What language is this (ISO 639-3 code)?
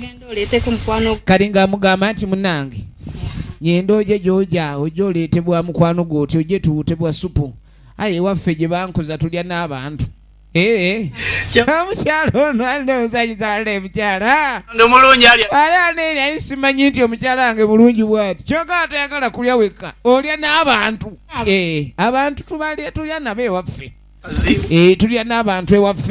xog